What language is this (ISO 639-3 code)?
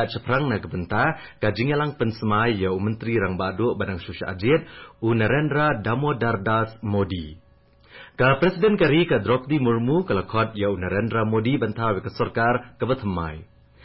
kha